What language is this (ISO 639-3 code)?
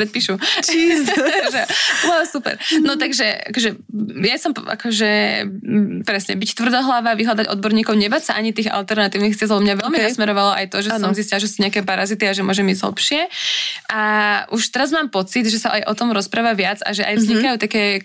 slk